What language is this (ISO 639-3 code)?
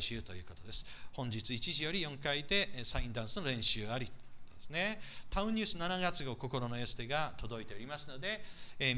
jpn